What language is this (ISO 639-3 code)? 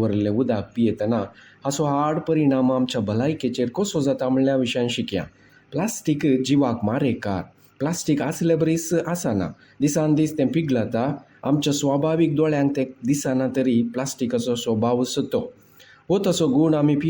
kok